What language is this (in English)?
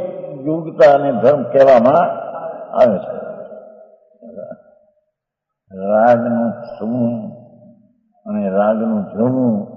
Gujarati